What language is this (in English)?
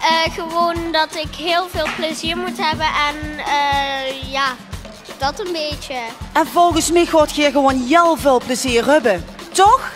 Limburgish